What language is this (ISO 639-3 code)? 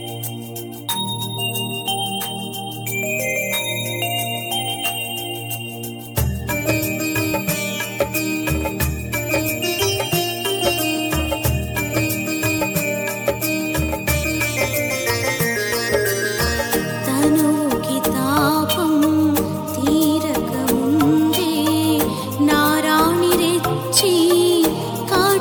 tel